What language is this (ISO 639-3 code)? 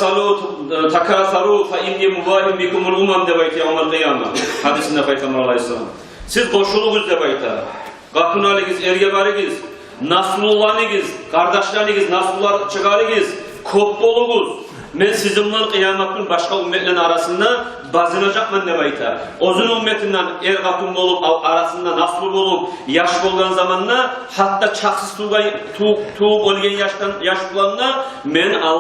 kum